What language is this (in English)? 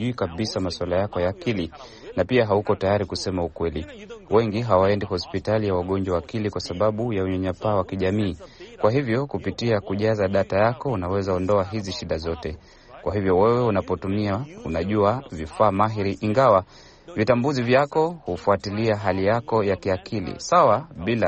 Swahili